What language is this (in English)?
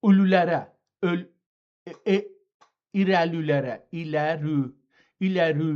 South Azerbaijani